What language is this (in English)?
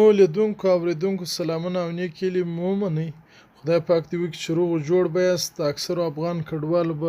Pashto